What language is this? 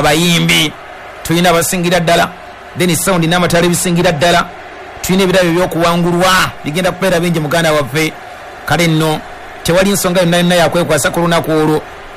Ganda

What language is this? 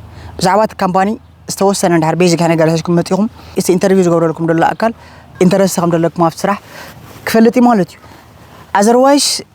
Tigrinya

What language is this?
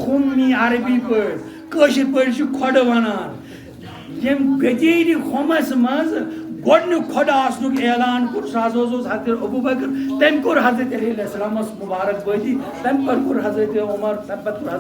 Kashmiri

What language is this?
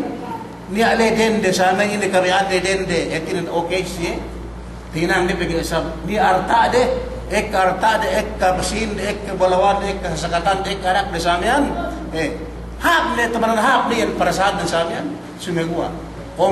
Yakan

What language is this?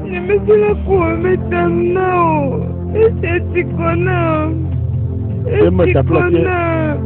Ewe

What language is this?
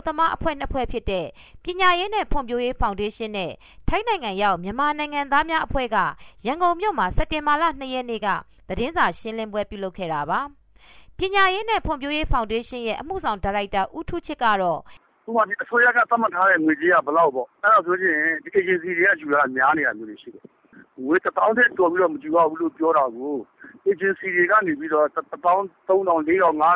Burmese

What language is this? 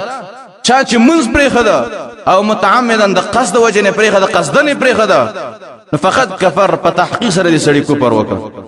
Pashto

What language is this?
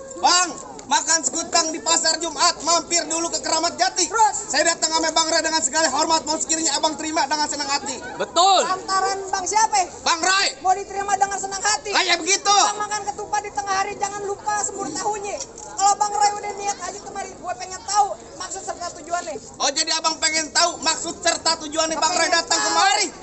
Betawi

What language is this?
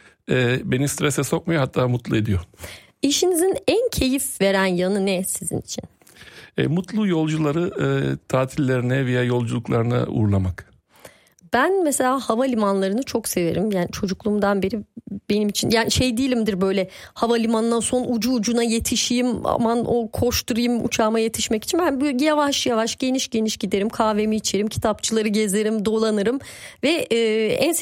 Turkish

